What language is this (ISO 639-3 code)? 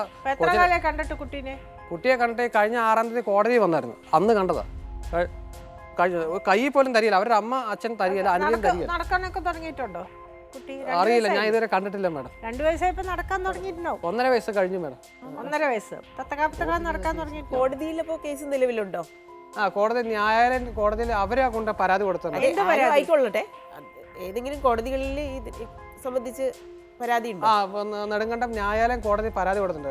mal